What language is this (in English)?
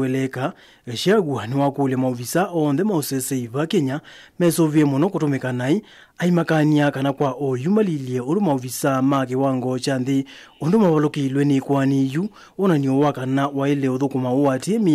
Kamba